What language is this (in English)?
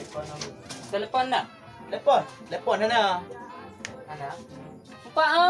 Achinese